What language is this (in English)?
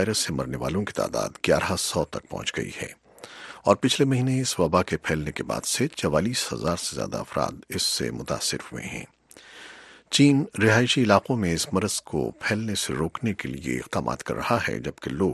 Urdu